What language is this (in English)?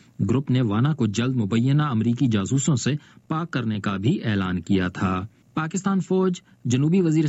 Urdu